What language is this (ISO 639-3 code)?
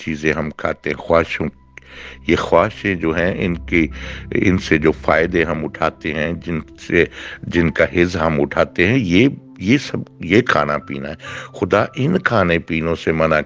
urd